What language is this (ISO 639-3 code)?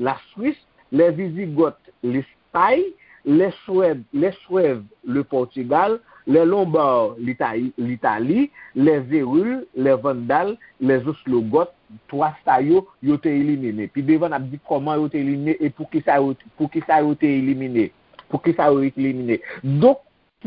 hat